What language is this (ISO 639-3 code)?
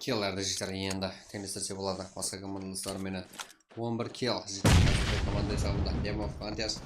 kaa